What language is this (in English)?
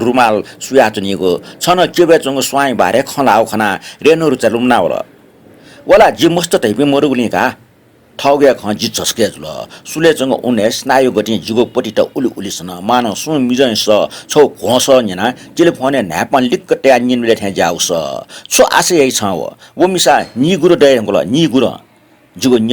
Newari